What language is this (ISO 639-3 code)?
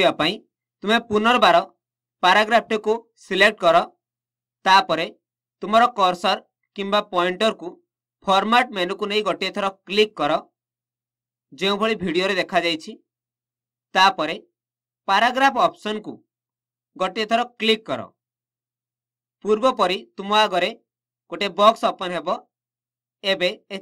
ori